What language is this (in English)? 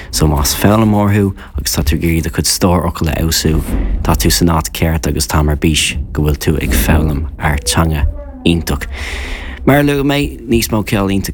Irish